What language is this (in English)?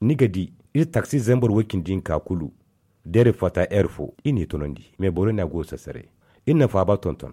Zarma